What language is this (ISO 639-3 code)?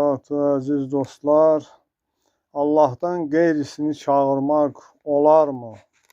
aze